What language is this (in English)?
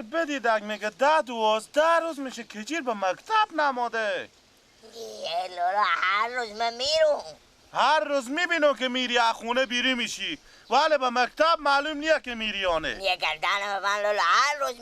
Persian